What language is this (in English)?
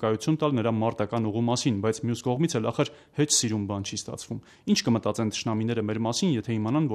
Armenian